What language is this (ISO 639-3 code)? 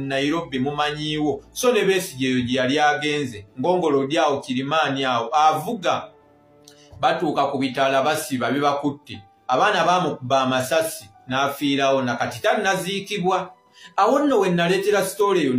lug